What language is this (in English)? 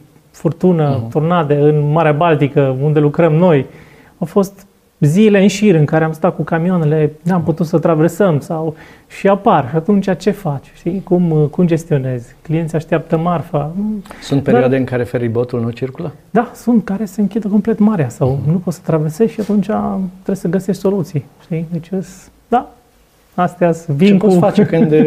Romanian